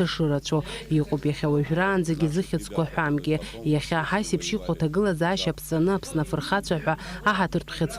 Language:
Abkhazian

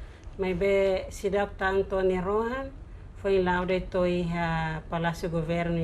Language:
Tetum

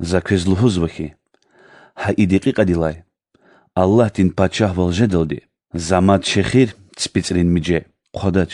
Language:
Lezghian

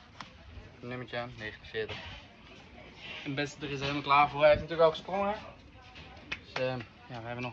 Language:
Dutch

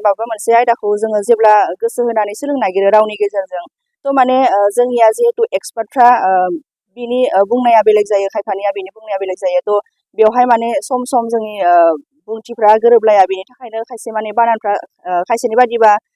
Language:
Bodo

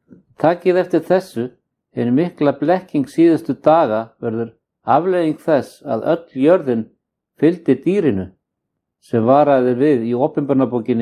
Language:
Icelandic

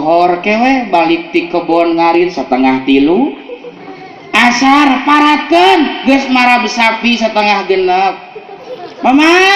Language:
Sundanese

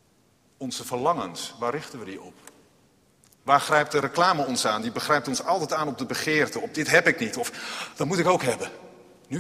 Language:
Dutch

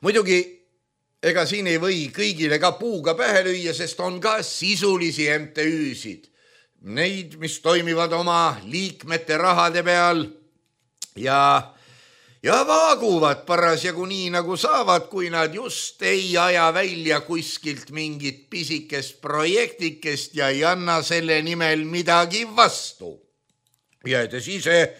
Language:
Estonian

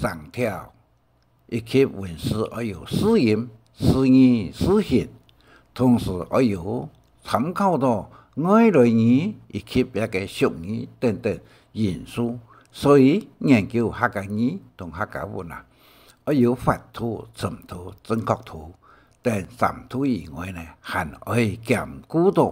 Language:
Hakka Chinese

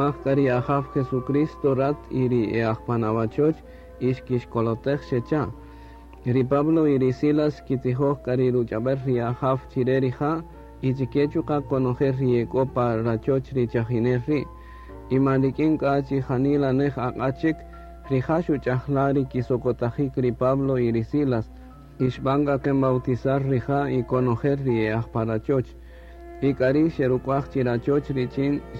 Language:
Kaqchikel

